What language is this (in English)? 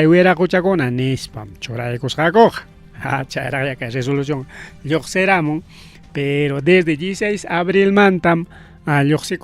Ayacucho Quechua